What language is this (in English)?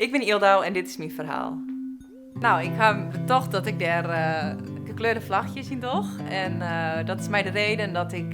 Western Frisian